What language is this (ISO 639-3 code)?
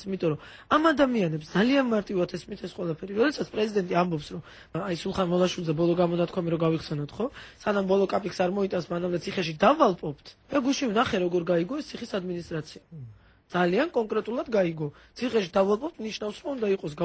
kat